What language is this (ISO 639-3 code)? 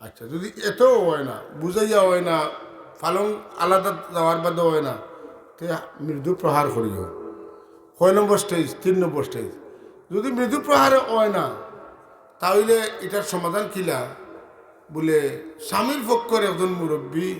syl